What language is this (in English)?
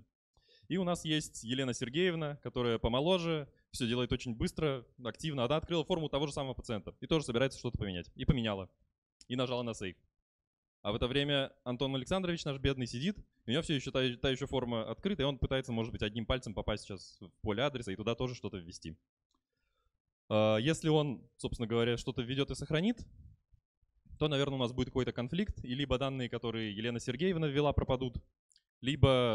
Russian